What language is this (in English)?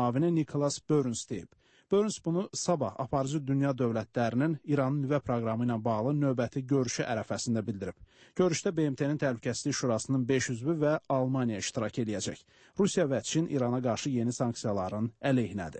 Azerbaijani